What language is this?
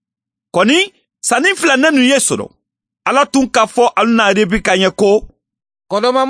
Bambara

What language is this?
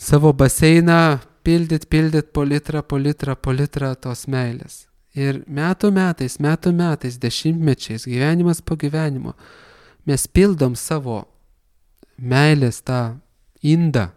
Lithuanian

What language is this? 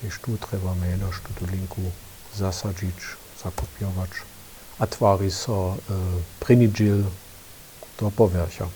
Upper Sorbian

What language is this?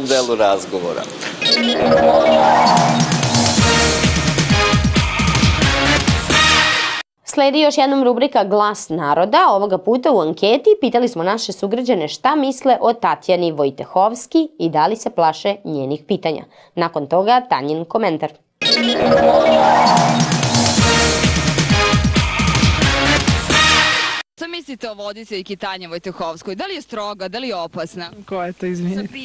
Serbian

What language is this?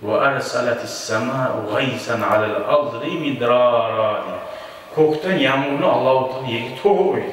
Kumyk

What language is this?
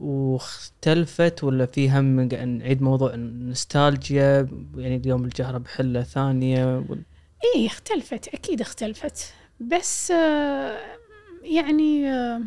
Gulf Arabic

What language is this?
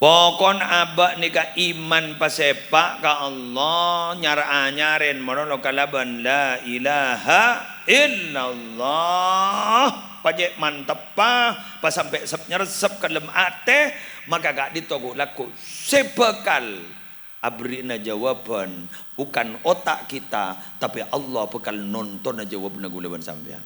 Madurese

